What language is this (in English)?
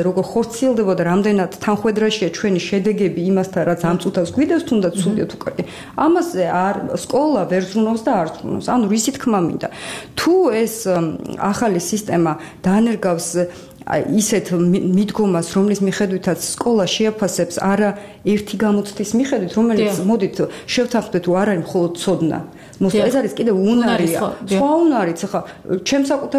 Georgian